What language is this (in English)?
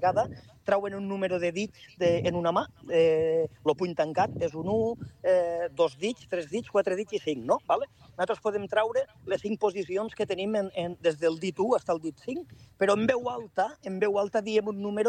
Catalan